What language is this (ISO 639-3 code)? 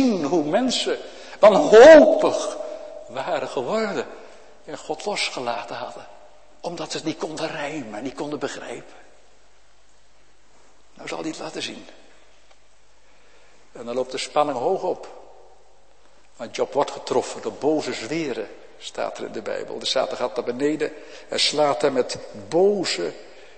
nld